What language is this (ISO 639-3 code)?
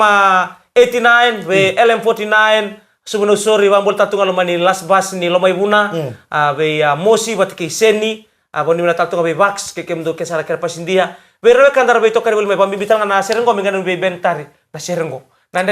fij